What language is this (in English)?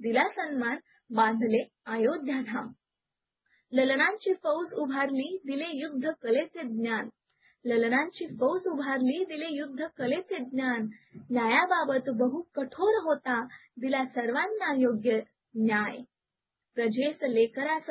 Marathi